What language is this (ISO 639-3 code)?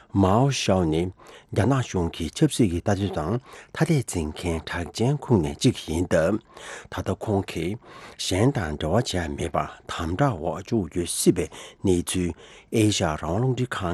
bod